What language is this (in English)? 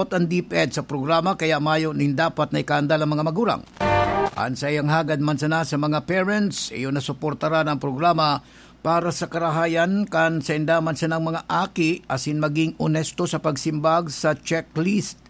Bikol